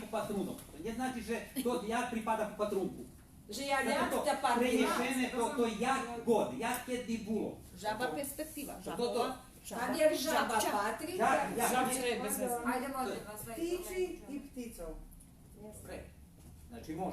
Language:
Rusyn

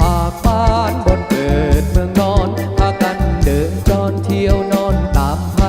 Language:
Lao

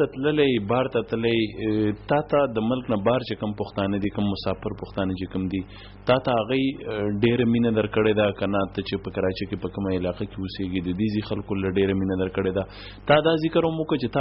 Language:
Pashto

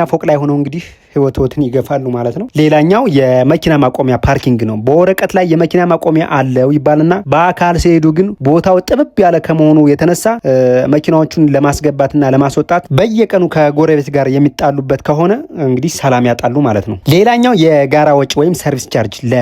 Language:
Amharic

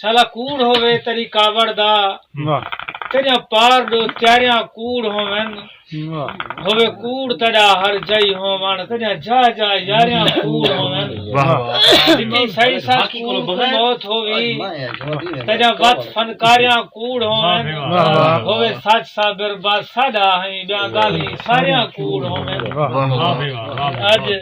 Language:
Saraiki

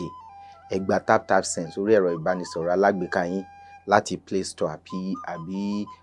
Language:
Yoruba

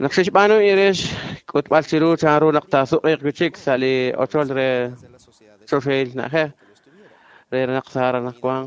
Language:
Kekchí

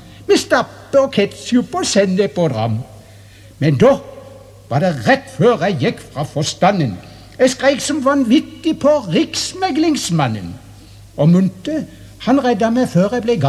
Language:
Norwegian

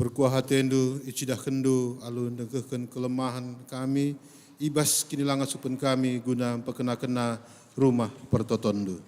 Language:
Batak Karo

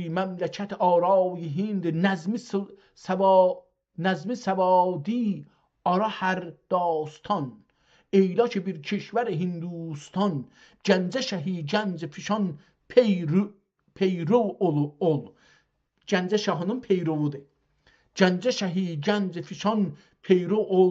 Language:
South Azerbaijani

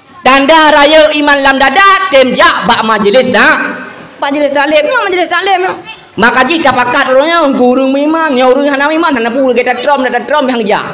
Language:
Achinese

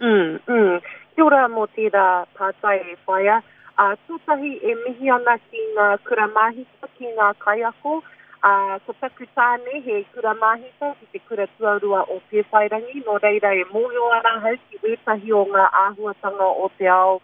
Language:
Māori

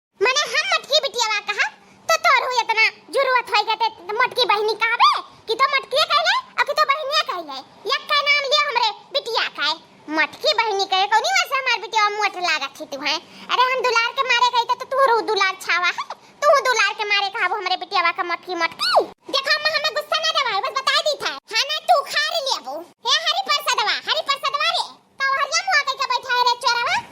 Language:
Awadhi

